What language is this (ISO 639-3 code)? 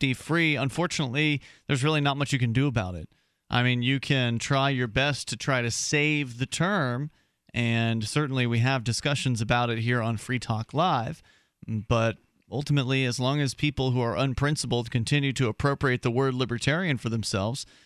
eng